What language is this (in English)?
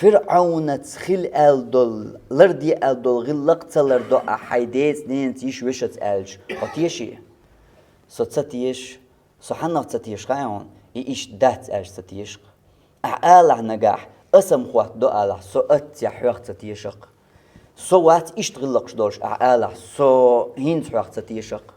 Chechen